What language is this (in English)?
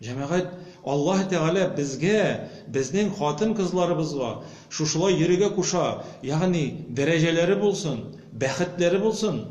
Tatar